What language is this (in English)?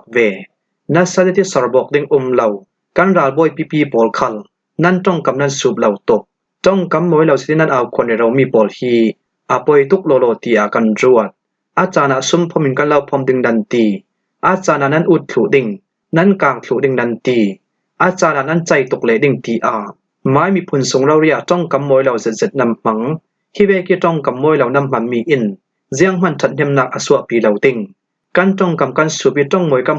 Falam Chin